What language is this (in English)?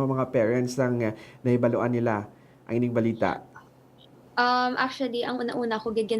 Hiligaynon